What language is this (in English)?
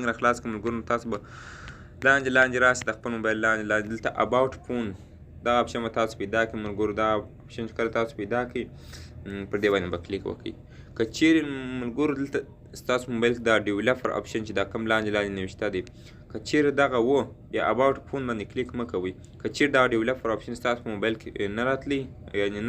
Pashto